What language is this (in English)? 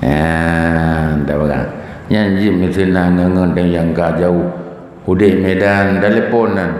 Achinese